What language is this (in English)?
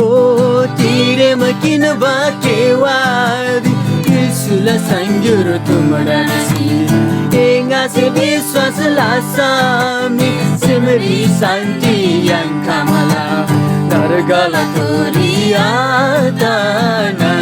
Eastern Tamang